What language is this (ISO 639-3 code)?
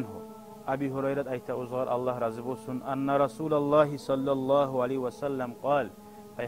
kum